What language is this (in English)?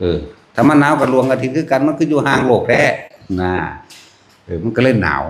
Northeastern Thai